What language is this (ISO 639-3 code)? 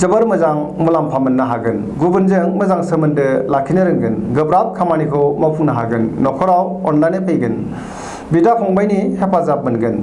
brx